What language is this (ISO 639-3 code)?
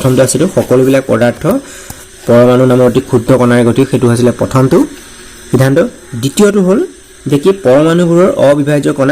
asm